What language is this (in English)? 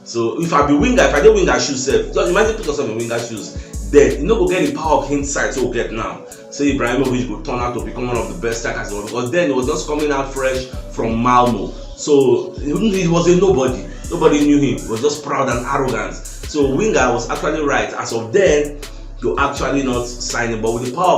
Nigerian Pidgin